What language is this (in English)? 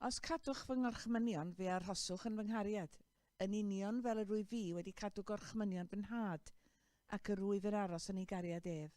Welsh